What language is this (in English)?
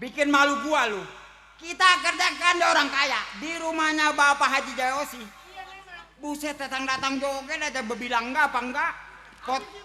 Betawi